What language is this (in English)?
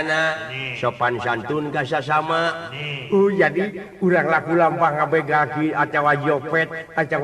Sundanese